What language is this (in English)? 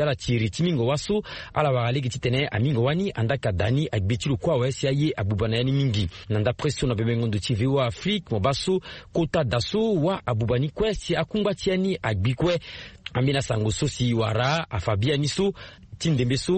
Sango